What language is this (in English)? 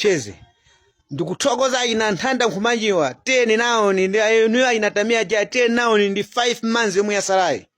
Nyanja